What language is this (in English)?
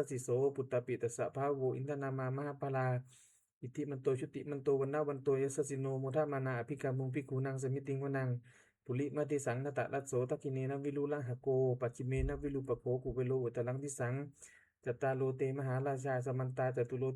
Pali